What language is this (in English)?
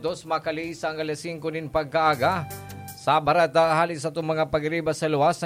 Bikol